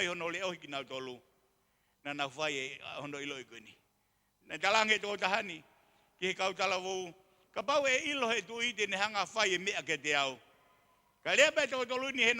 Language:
Tongan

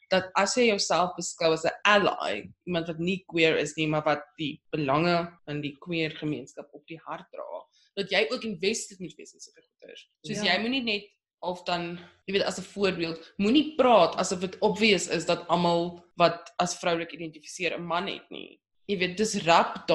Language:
Afrikaans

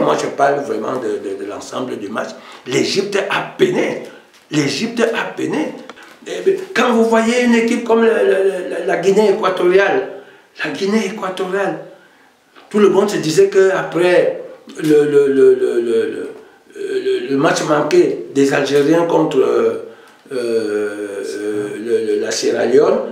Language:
French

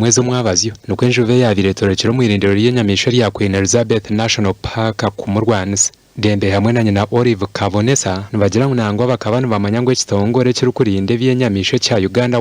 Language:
Nyankole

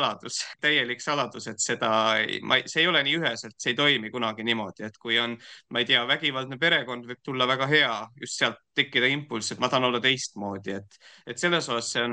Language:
Estonian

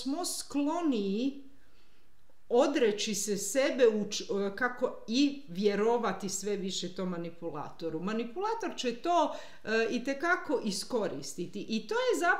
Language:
Croatian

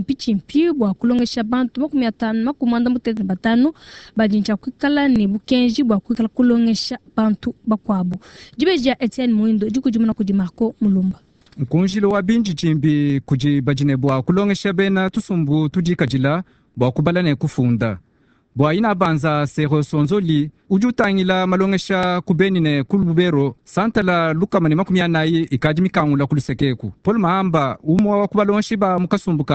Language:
Luba-Lulua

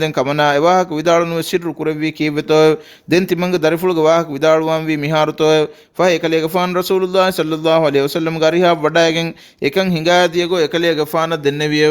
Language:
Divehi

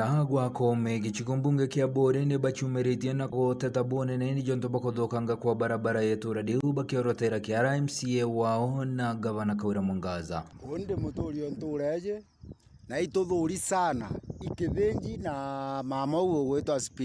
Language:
Meru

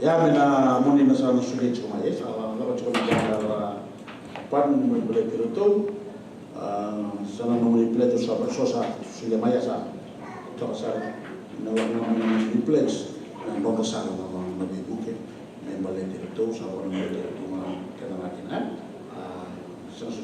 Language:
Fijian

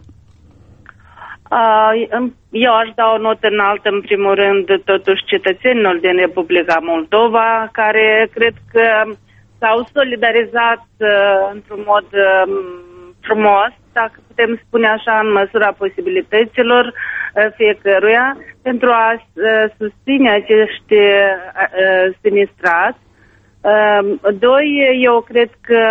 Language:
Romanian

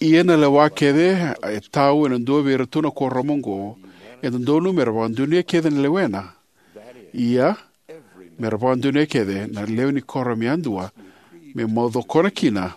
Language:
Fijian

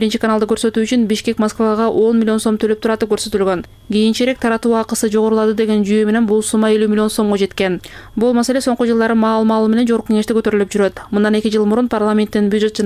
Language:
Kyrgyz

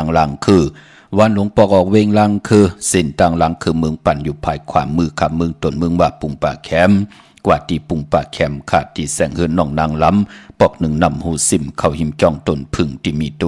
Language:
Shan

